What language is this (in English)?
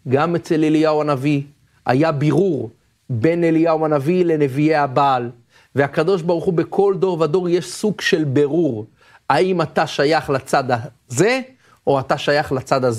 Hebrew